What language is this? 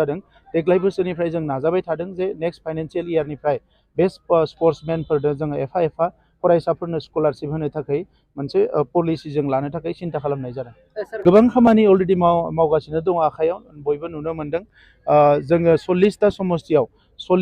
Bodo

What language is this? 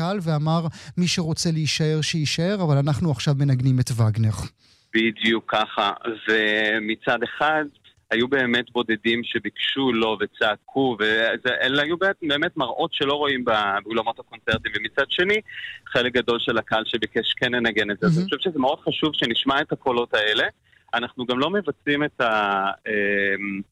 Hebrew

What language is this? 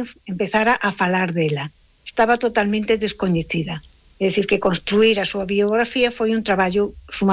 Galician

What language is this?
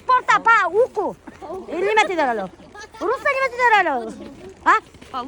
Bashkir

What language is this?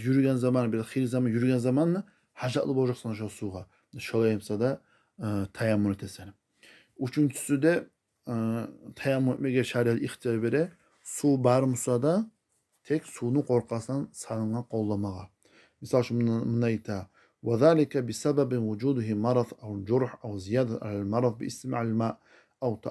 Kumyk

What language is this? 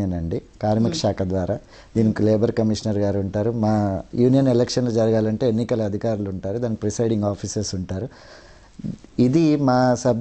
Telugu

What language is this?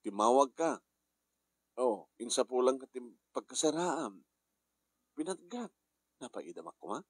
Iloko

